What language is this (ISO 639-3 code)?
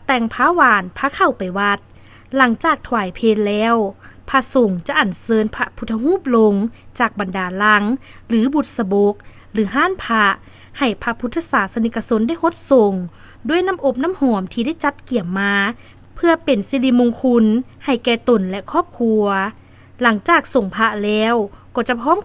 lao